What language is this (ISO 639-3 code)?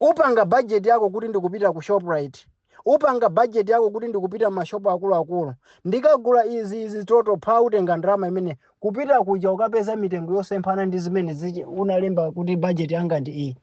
nya